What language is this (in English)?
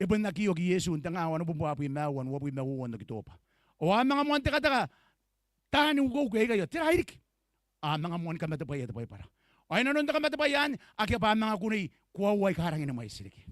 Gilbertese